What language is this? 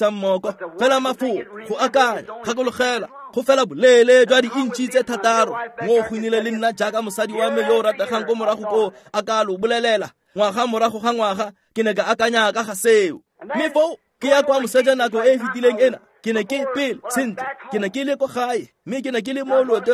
Tswana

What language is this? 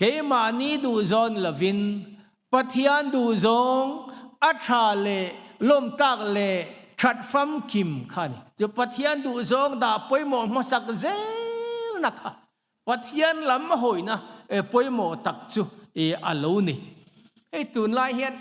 Mizo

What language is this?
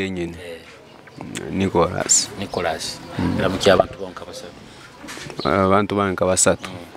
Nyoro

